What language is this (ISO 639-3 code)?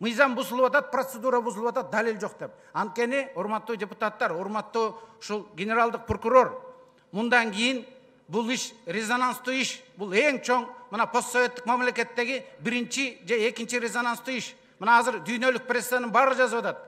kir